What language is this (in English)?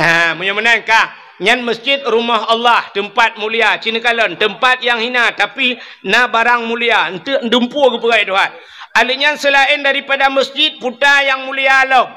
Achinese